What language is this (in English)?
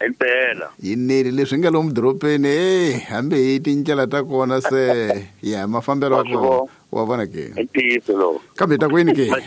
Tsonga